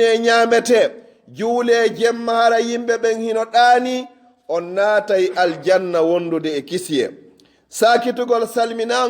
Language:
Pular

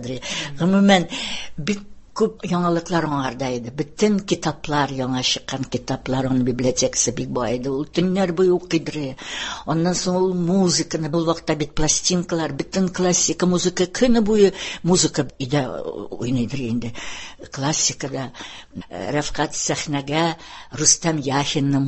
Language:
Tatar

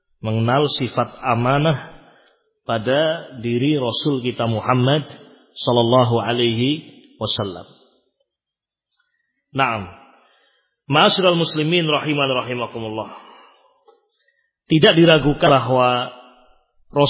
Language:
Indonesian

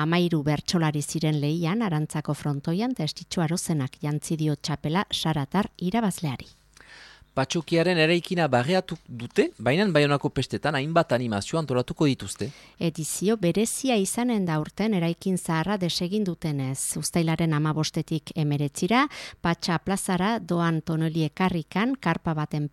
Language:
Basque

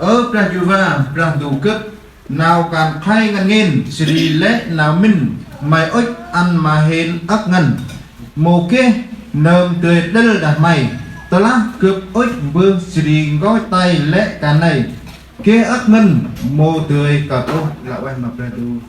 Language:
Central Mnong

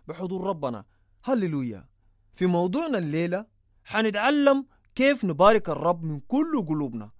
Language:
Sudanese Arabic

